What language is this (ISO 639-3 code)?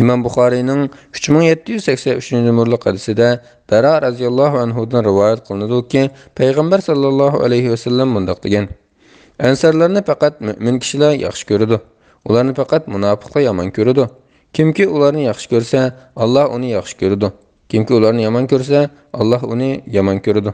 uig